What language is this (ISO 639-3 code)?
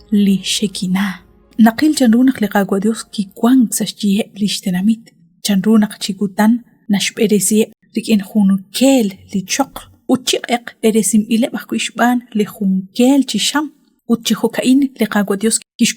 kek